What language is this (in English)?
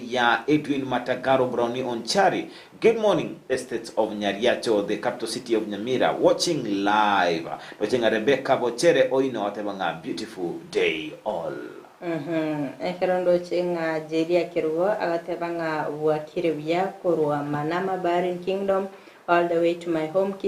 Gusii